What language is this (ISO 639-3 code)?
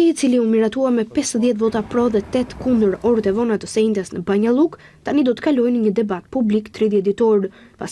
sqi